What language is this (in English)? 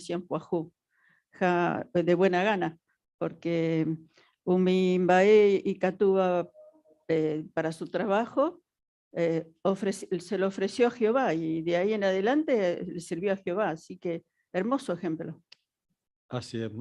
Guarani